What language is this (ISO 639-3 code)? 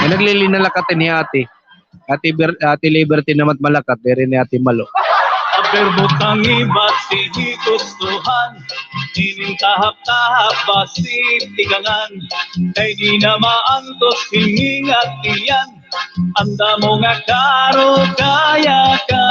war